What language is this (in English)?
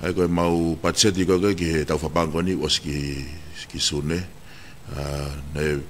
Tongan